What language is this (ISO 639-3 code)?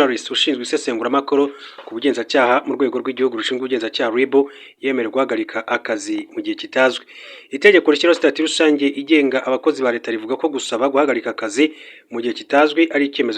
kin